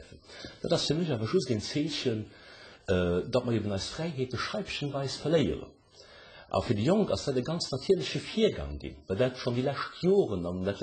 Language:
Luxembourgish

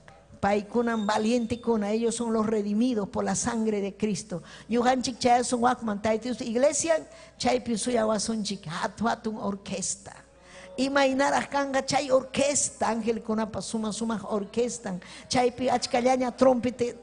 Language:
Ayacucho Quechua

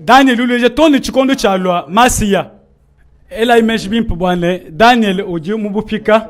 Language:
Luba-Lulua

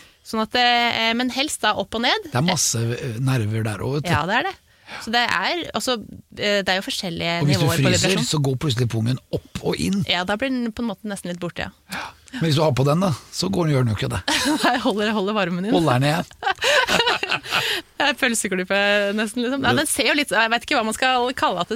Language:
Norwegian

